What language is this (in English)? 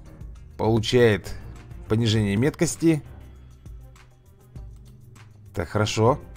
Russian